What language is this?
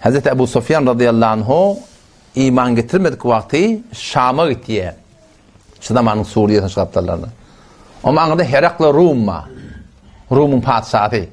Turkmen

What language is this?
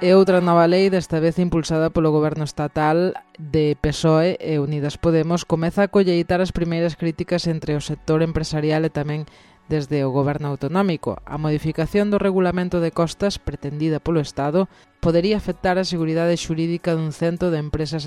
Galician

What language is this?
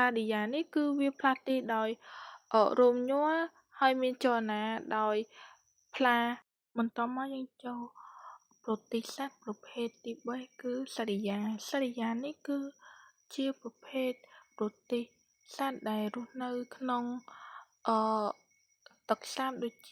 Khmer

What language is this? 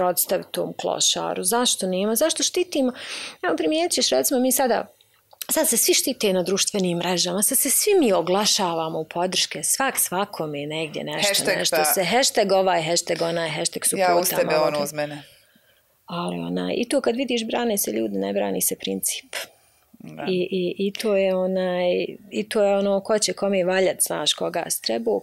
Bosnian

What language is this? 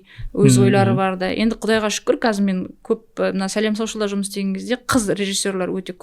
Kazakh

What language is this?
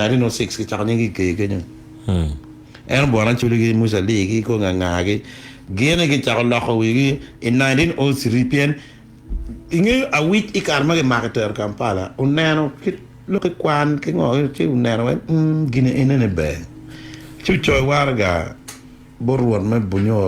Acoli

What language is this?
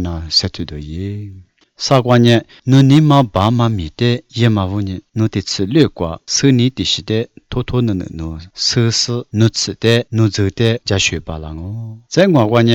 Lisu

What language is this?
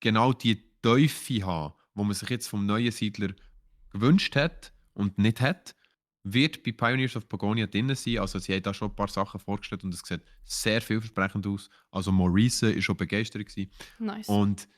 Swiss German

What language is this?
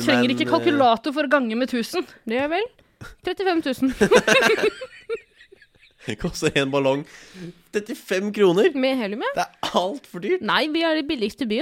Norwegian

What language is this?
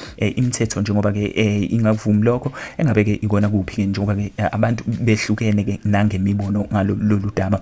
Zulu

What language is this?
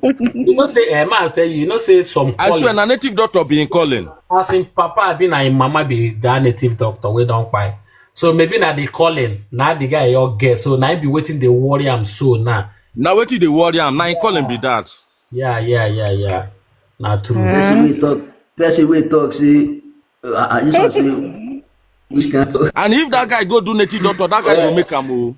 Nigerian Pidgin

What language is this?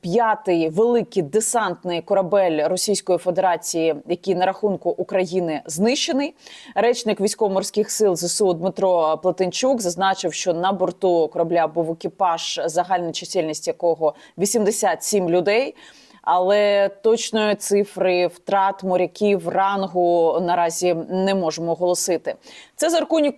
Ukrainian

